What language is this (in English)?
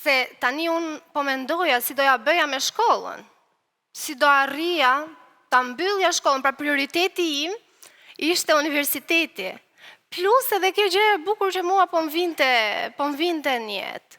Albanian